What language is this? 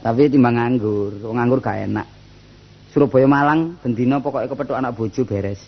Javanese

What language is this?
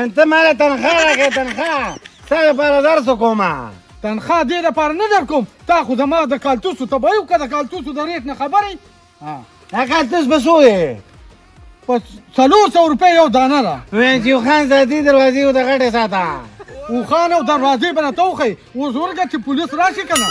Pashto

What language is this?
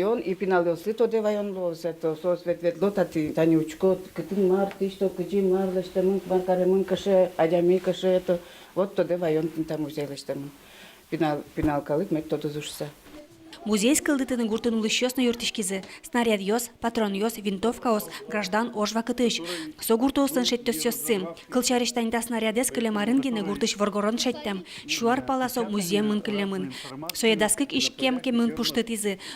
Udmurt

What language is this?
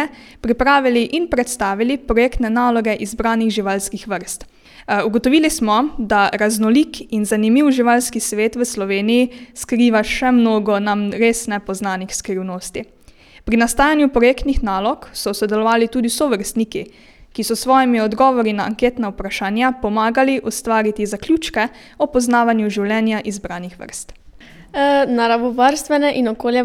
Slovenian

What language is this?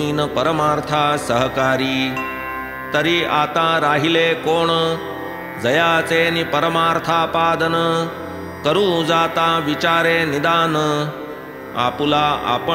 Marathi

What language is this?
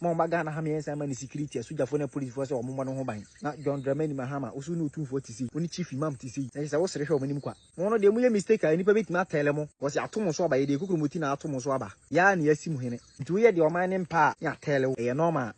Akan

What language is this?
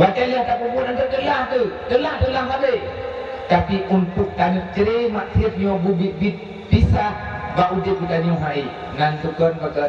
Achinese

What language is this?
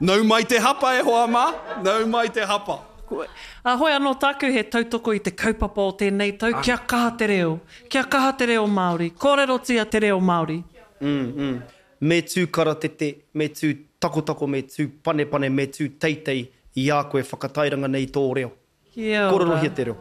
Māori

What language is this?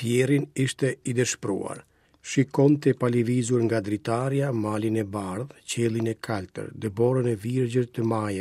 Albanian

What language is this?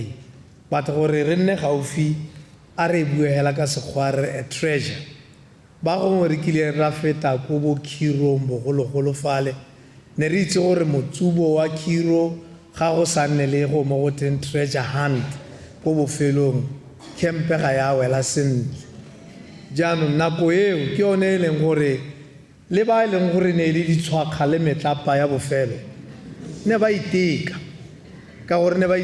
Tswana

